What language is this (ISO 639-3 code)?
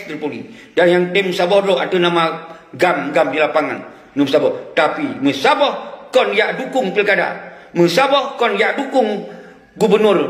ace